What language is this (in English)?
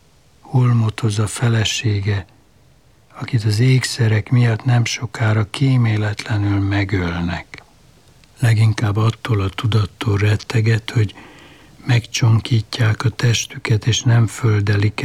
Hungarian